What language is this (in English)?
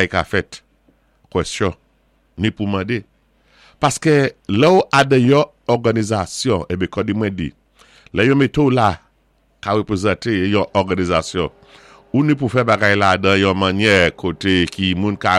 Saint Lucian Creole French